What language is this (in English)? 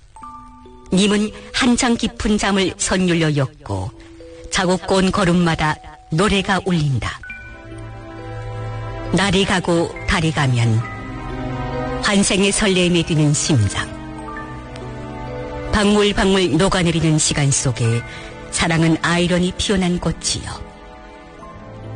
Korean